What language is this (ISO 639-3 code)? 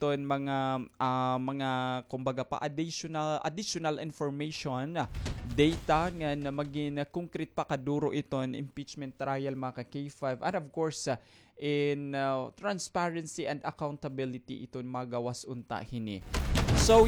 war